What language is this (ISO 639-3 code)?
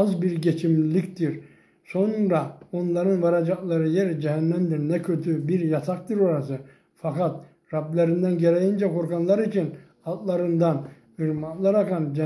tur